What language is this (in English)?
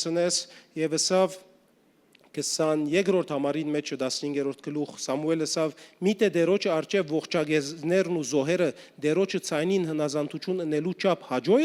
Western Armenian